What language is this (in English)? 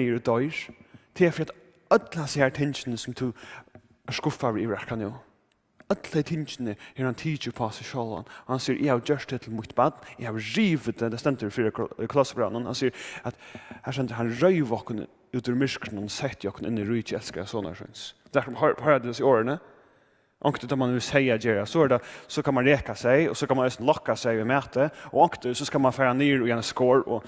Faroese